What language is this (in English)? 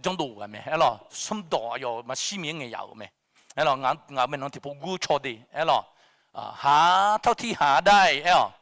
Akha